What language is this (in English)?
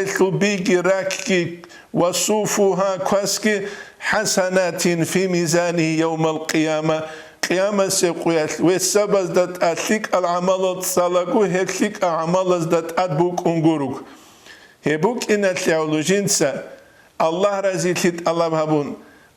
Avaric